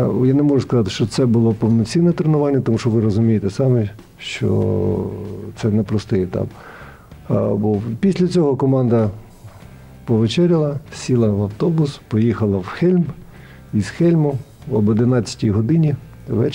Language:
Ukrainian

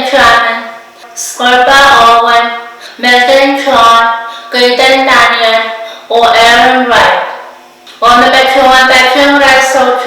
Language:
Pohnpeian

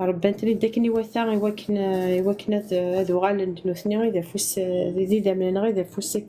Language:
Kabyle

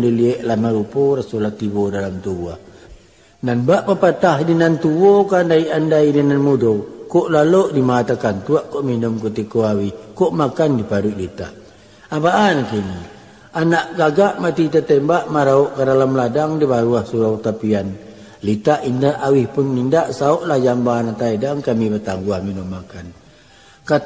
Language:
Minangkabau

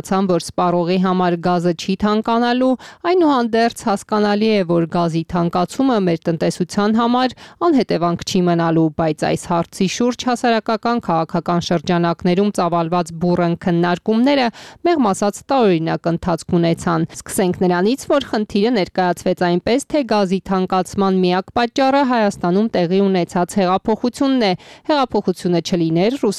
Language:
Armenian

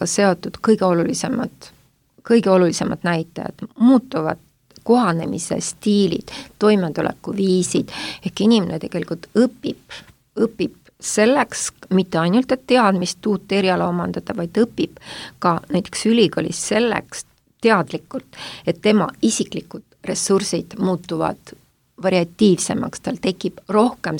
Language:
Estonian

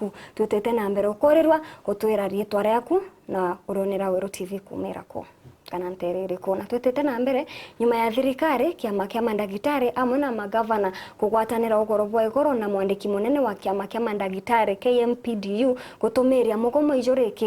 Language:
Meru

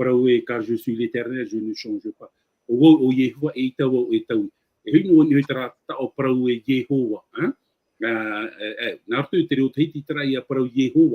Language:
Tahitian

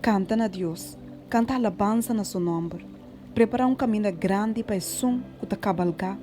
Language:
Papiamento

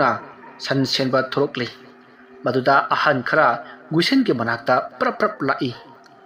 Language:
Manipuri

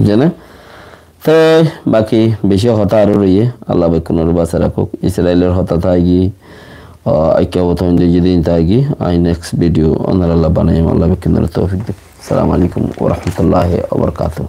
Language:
Rohingya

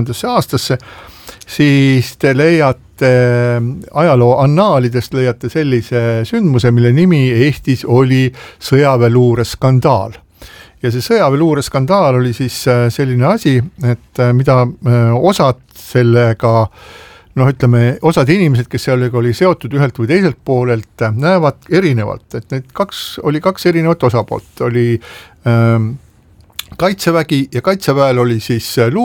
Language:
Estonian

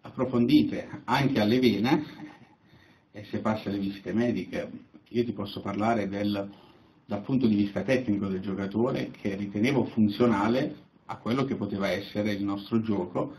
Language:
Italian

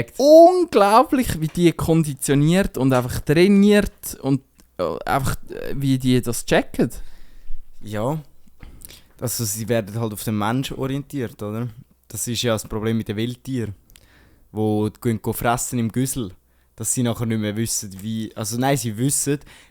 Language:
Swiss German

